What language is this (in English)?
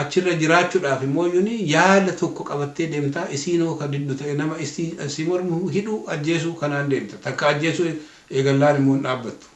Oromo